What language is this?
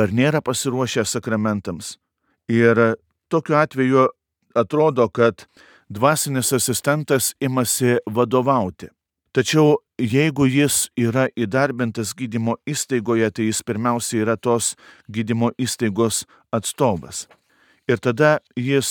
Lithuanian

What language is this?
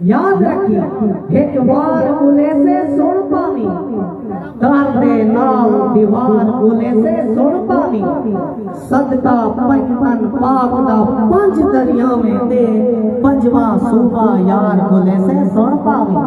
Saraiki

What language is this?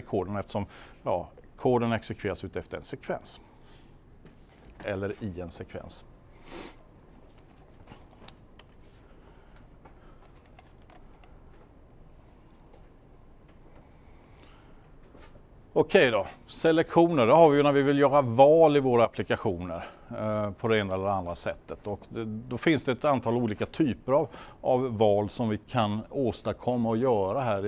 Swedish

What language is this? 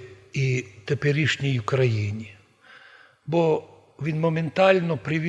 Rusyn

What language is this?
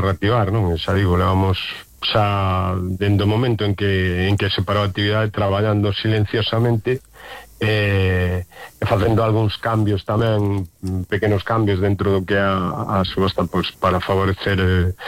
Galician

